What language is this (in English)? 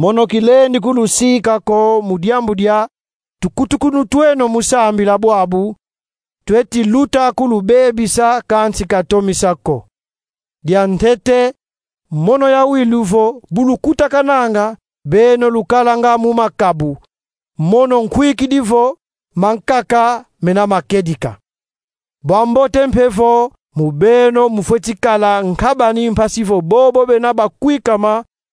Kongo